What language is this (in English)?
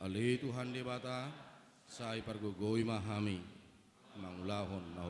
Batak Toba